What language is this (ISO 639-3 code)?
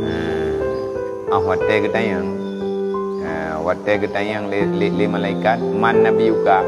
ace